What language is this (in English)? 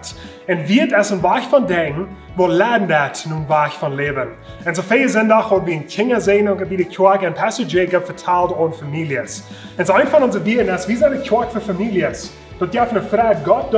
Plautdietsch